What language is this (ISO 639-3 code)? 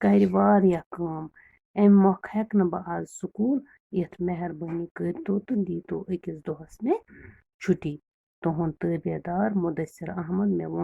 kas